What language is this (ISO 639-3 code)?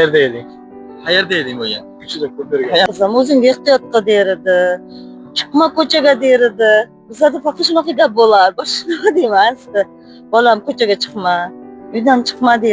uzb